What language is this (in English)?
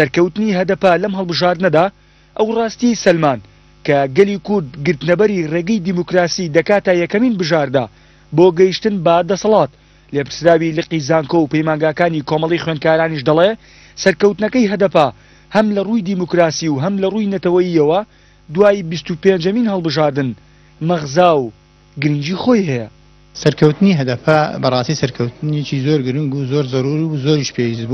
Central Kurdish